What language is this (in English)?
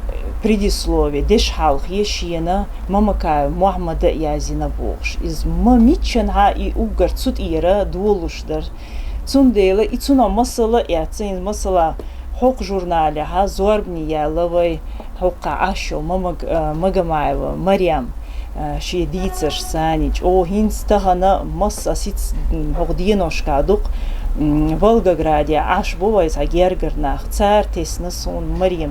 Chechen